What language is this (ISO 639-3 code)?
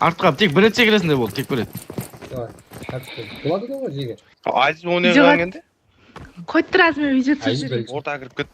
kaa